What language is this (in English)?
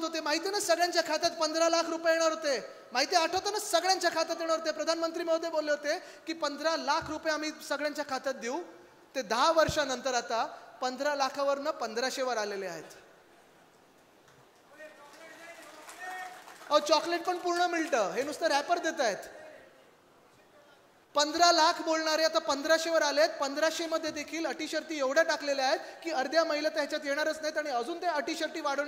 Marathi